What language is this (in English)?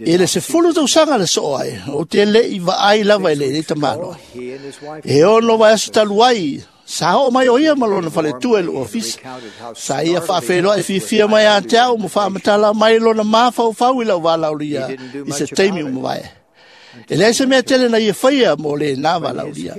Samoan